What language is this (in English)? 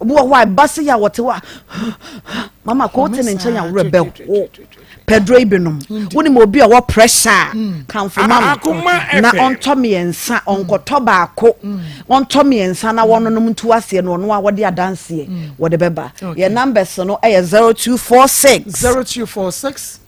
Akan